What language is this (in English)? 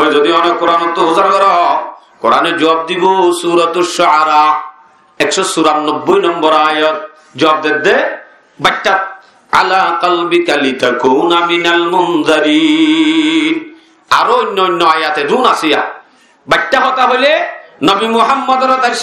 Rohingya